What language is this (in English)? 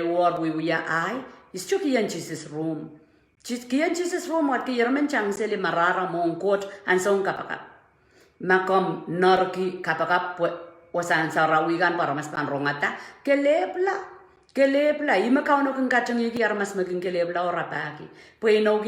Pohnpeian